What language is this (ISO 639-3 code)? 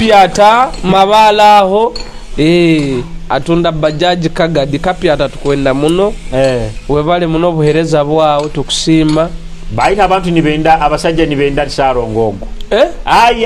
nyo